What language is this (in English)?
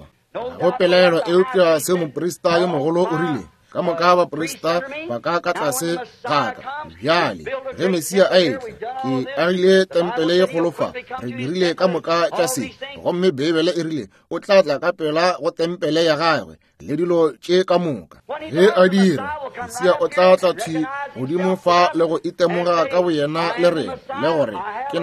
Northern Sotho